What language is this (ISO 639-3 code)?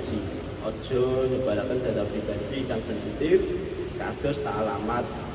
jav